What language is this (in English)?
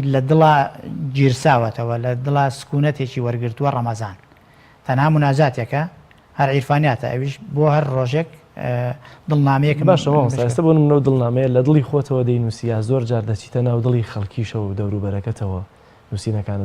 Central Kurdish